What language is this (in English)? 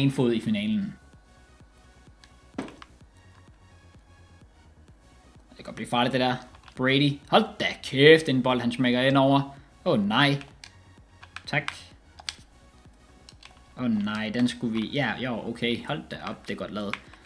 Danish